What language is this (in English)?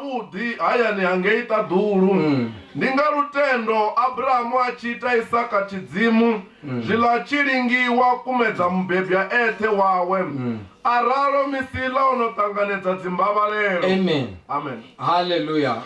Venda